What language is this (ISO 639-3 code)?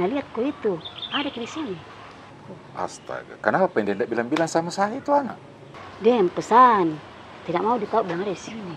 mfp